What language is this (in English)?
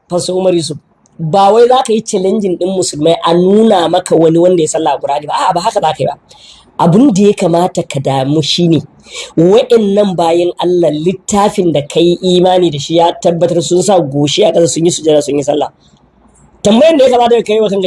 Hausa